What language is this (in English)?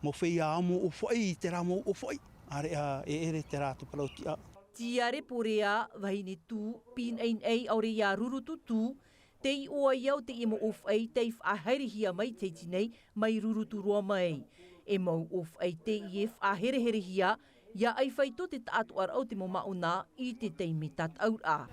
Tahitian